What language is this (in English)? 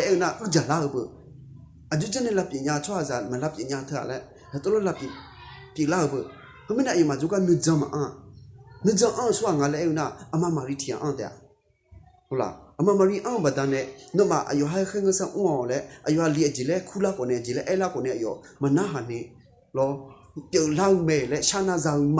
Akha